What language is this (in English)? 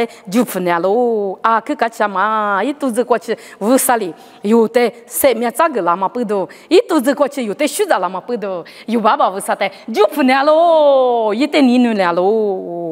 Lisu